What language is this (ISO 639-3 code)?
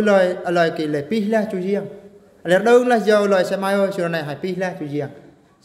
bru